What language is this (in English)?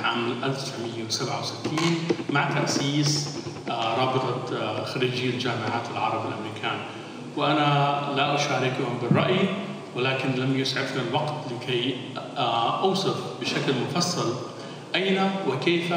Arabic